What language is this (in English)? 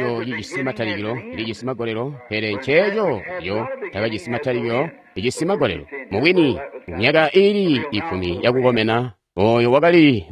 Tonga (Zambia)